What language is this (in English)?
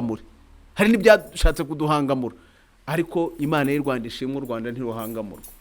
Kinyarwanda